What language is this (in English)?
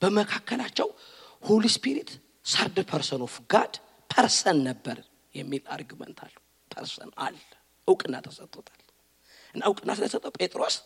Amharic